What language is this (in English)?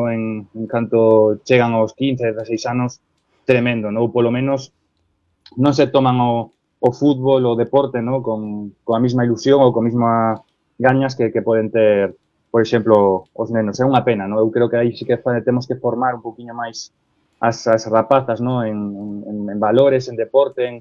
Galician